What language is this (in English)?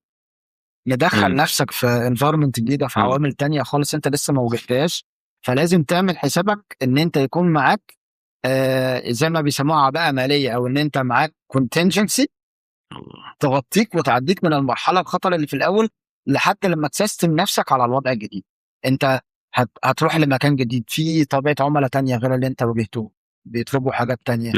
Egyptian Arabic